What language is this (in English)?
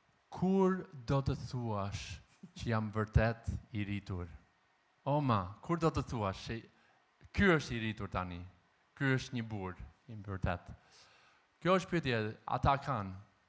Albanian